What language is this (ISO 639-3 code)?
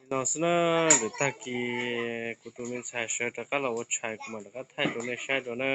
hmn